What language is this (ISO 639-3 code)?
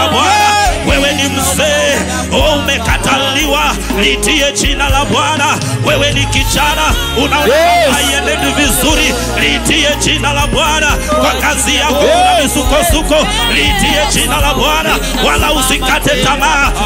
swa